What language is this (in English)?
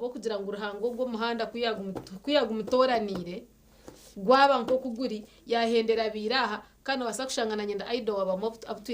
Nyankole